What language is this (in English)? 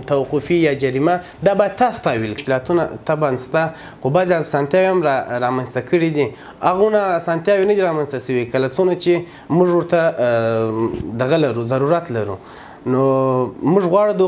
Pashto